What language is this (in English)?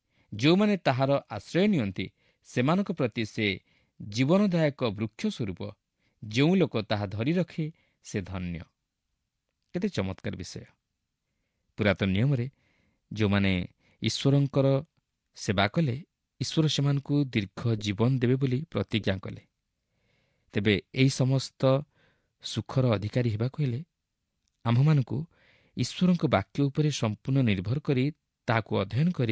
Odia